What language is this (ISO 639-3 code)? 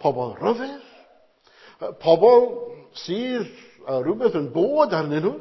cym